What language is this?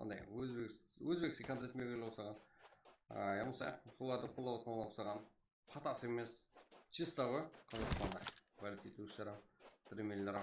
Kara-Kalpak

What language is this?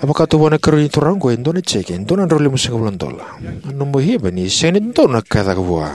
Fijian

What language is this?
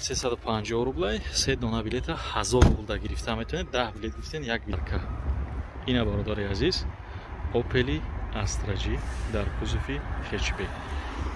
Tajik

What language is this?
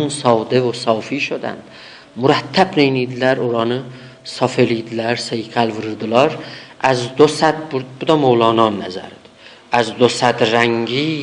South Azerbaijani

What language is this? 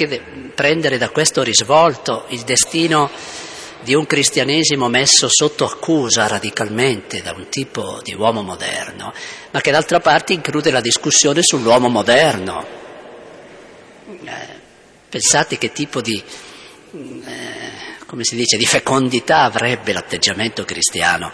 Italian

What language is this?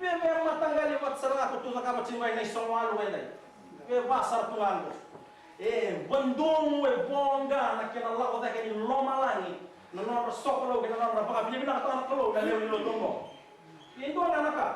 Fijian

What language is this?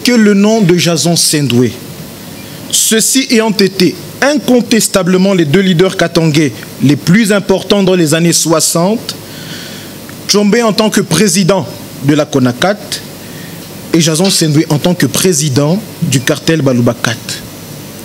French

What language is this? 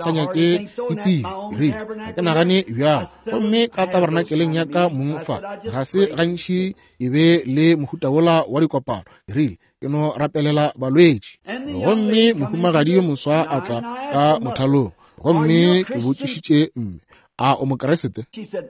Northern Sotho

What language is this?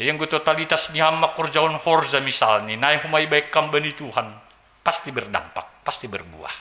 Batak Simalungun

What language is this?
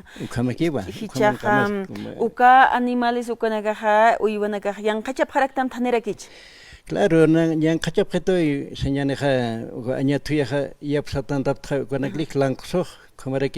Aymara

